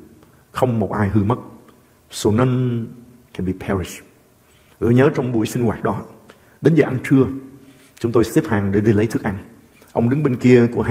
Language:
Vietnamese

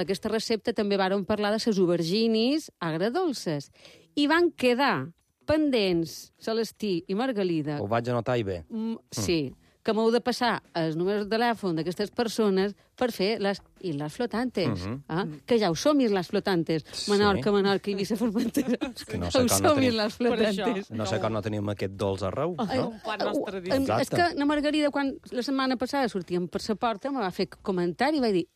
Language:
Catalan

